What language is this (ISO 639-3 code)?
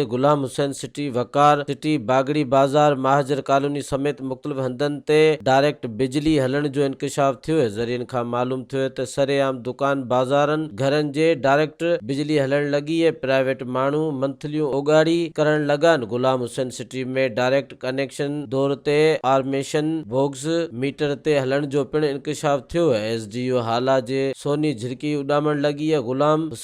snd